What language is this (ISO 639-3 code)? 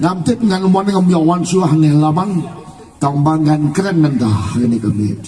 kha